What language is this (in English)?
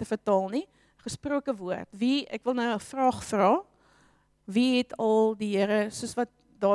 Afrikaans